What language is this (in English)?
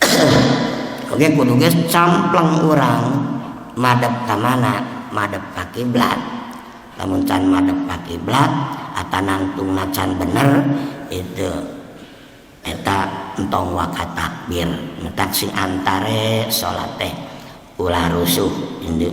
Sundanese